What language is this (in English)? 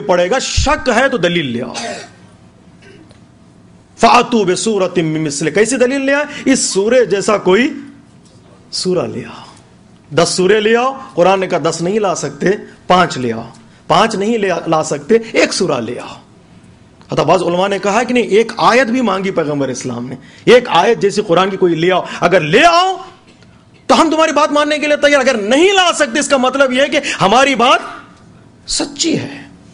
Urdu